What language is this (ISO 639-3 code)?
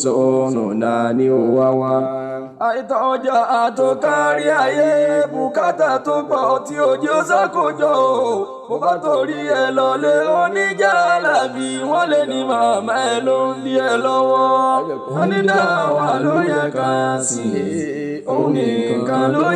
yor